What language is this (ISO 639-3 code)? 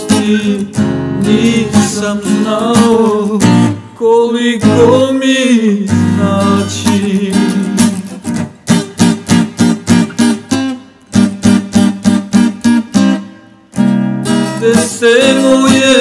srp